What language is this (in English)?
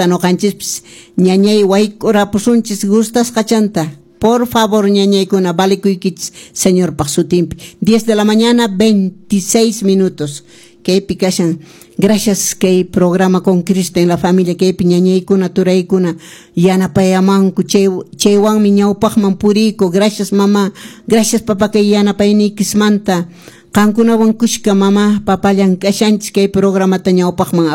Quechua